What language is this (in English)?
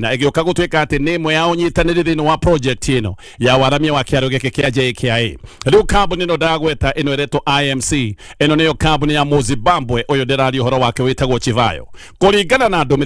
Kikuyu